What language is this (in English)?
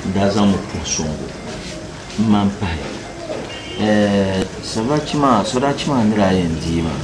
Dagbani